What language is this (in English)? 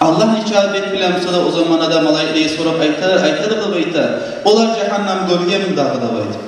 Kumyk